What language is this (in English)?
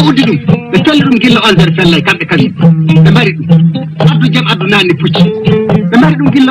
Fula